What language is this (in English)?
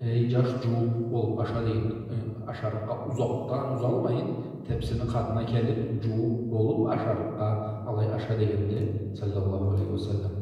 Karachay-Balkar